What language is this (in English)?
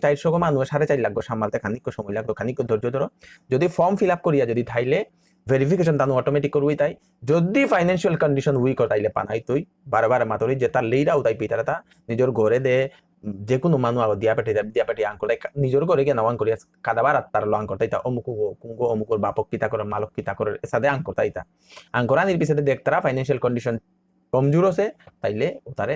Bishnupriya